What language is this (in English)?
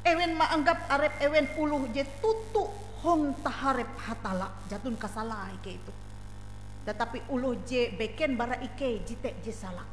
Ngaju